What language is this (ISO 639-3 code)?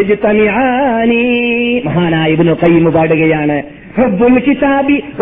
mal